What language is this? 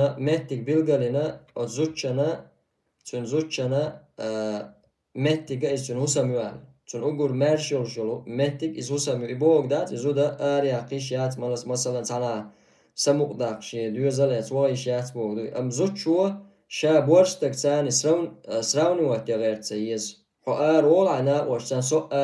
Chechen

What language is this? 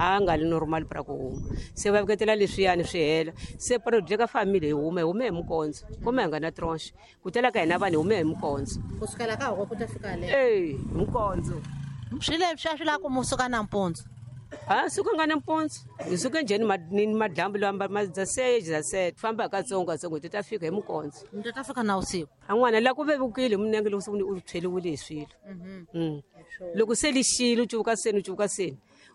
Tsonga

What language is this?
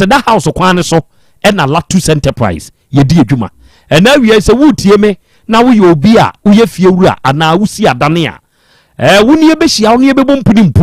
Akan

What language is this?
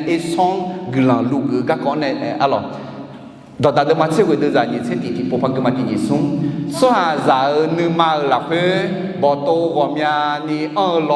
Akha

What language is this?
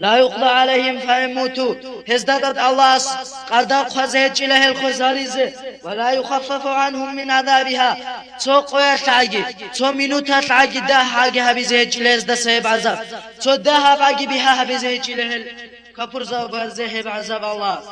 Avaric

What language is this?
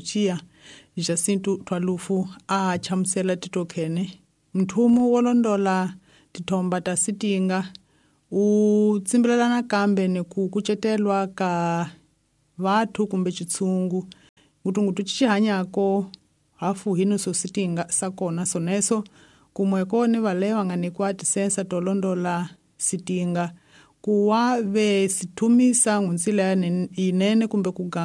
Tsonga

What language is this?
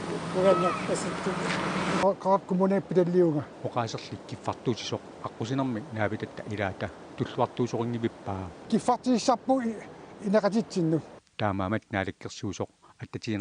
Kalaallisut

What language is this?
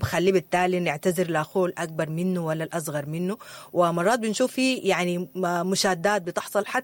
Sudanese Arabic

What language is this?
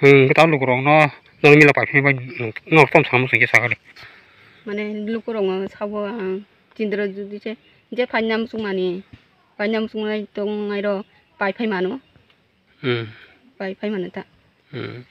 Kok Borok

